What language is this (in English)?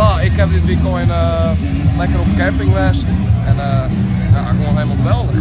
Western Frisian